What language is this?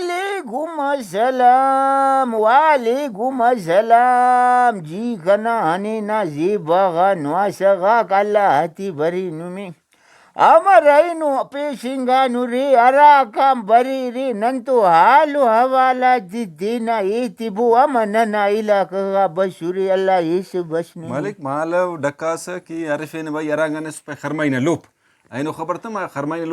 Brahui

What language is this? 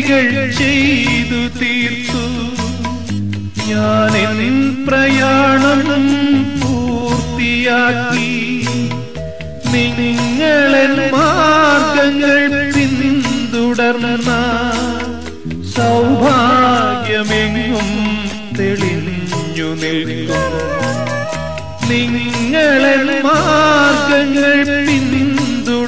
Malayalam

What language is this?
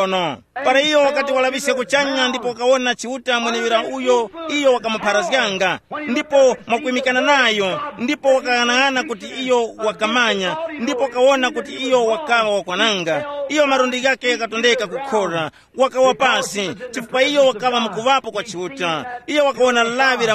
Tumbuka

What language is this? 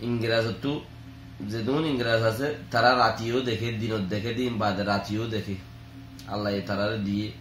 Rohingya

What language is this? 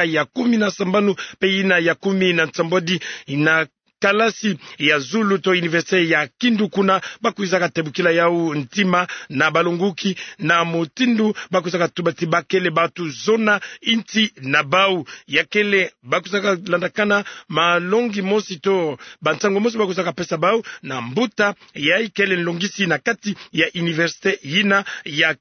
Kituba (Democratic Republic of Congo)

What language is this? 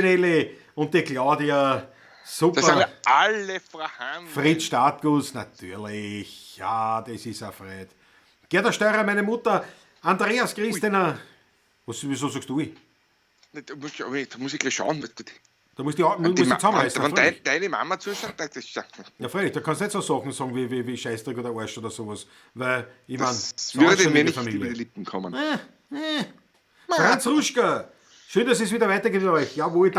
Bavarian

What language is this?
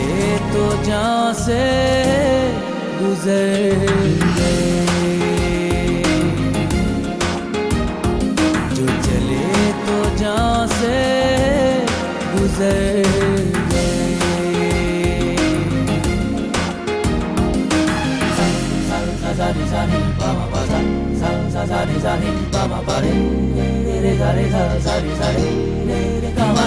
Hindi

